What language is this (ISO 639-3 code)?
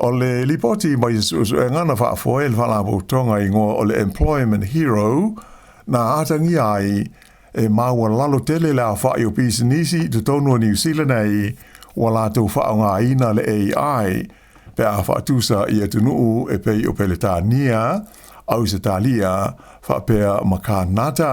smo